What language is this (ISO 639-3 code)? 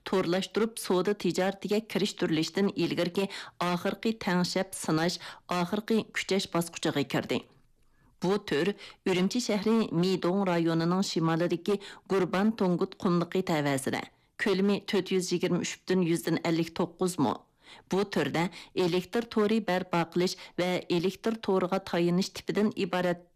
uig